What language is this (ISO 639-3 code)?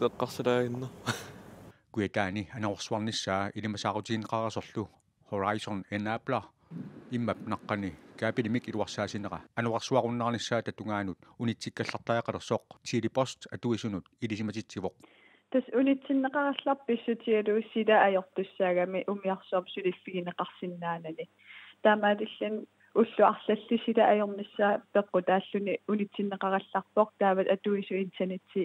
kal